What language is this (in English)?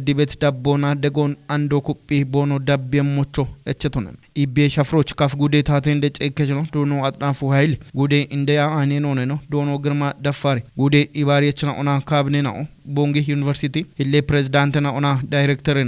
Kafa